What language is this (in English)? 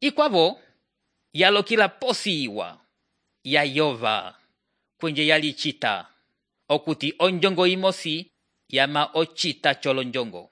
Umbundu